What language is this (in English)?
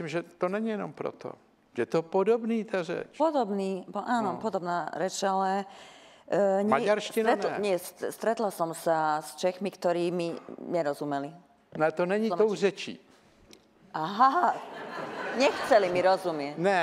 Czech